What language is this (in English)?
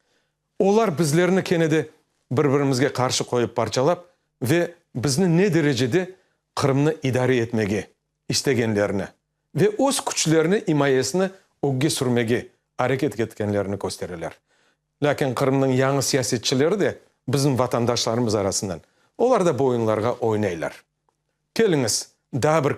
Crimean Tatar